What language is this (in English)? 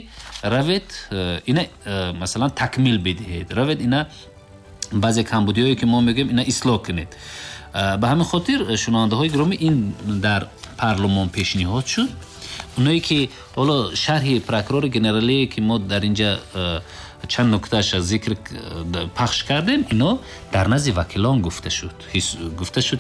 Tajik